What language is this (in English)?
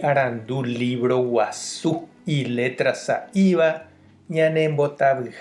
Guarani